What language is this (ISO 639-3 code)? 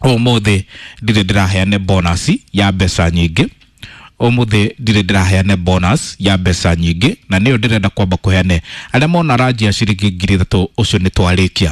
kik